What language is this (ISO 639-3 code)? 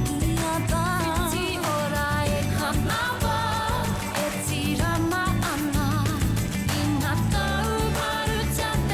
mri